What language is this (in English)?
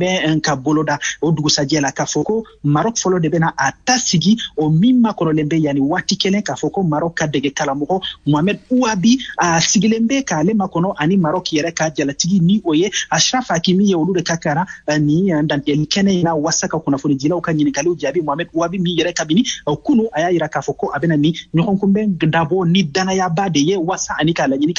Bambara